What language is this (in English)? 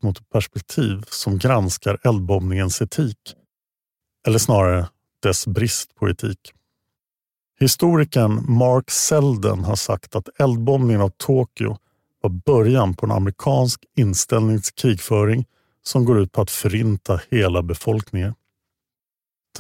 Swedish